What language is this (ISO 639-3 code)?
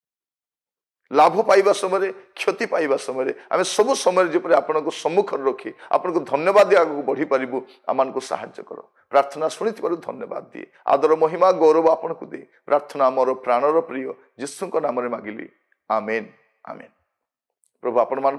ori